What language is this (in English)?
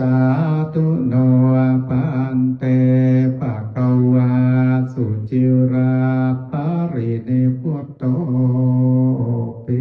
Pali